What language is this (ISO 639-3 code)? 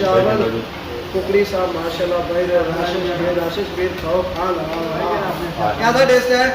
phr